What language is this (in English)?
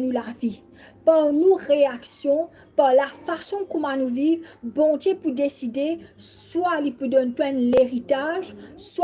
Morisyen